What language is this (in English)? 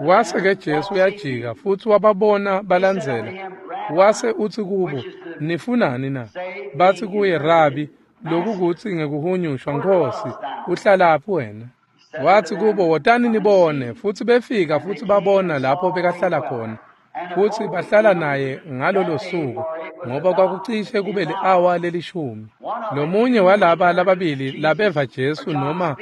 Swati